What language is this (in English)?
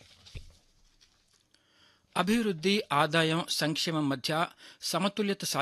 Telugu